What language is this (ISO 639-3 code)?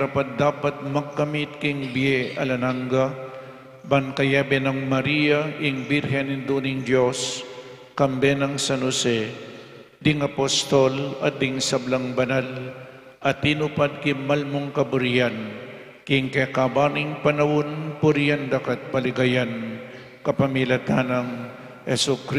pam